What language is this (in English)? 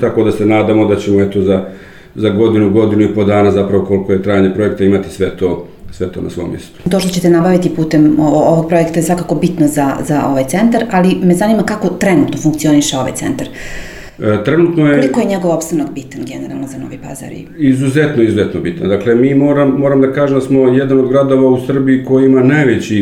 Serbian